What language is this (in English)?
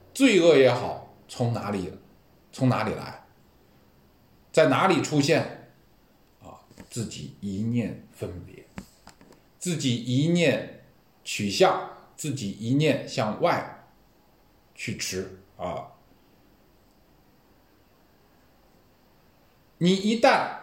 Chinese